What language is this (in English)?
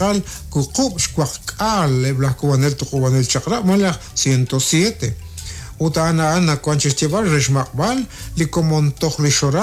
Kekchí